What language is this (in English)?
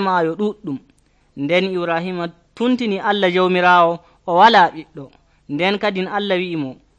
Nigerian Fulfulde